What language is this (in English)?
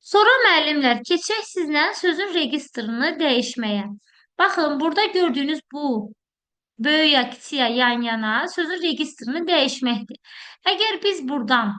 Azerbaijani